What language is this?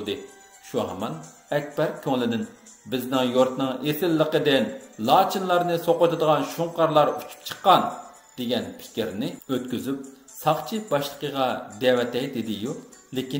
Uyghur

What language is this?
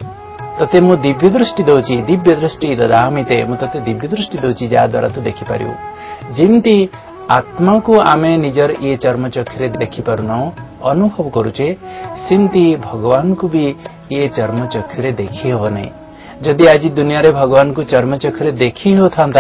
Odia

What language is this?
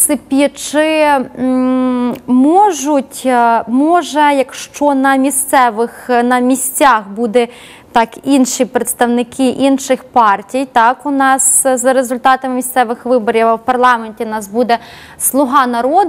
Ukrainian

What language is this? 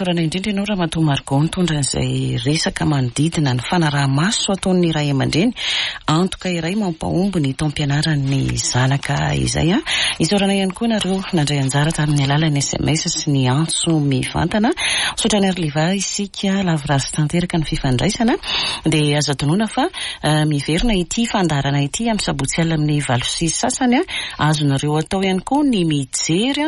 Malagasy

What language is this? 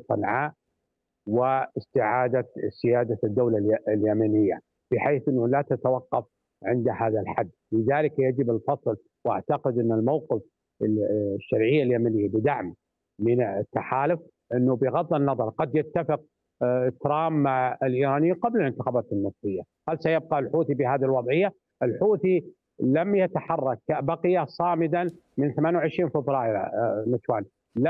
Arabic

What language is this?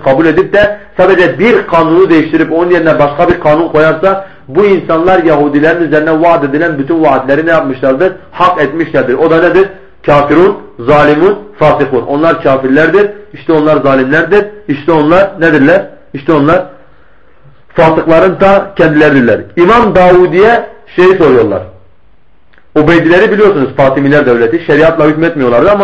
Turkish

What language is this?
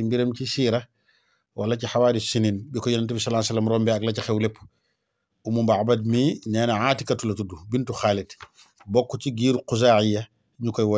Wolof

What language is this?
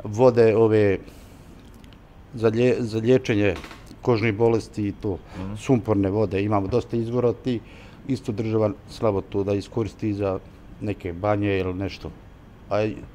Bosnian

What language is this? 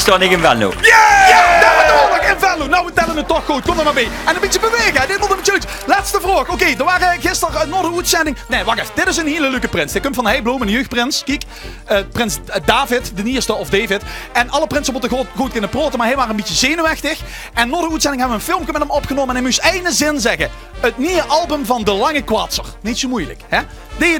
Limburgish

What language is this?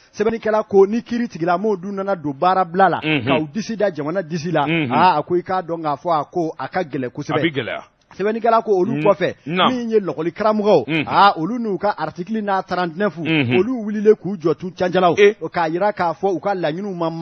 Bambara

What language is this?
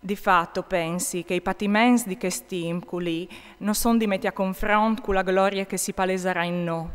Friulian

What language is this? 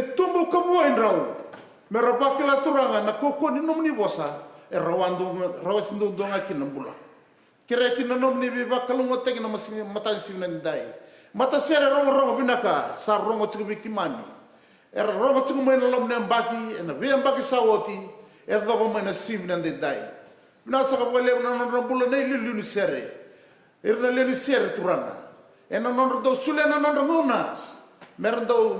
Fijian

